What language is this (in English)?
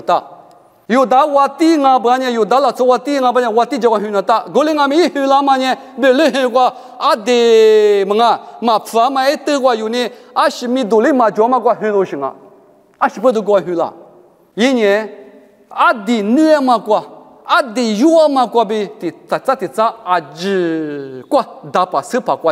Lisu